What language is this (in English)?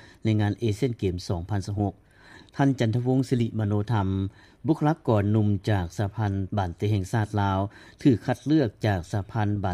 Lao